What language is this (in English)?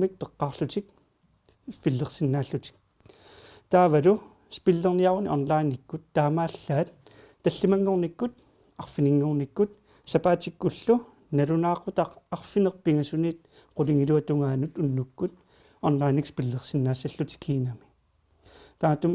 Kalaallisut